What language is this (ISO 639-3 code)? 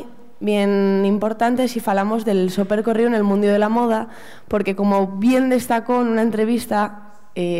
ast